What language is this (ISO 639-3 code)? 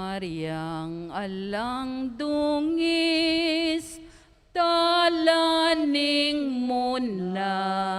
pam